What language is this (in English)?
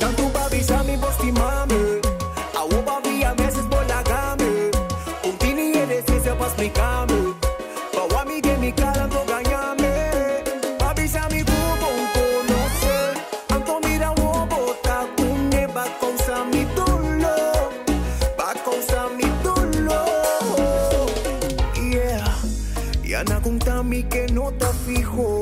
Papiamento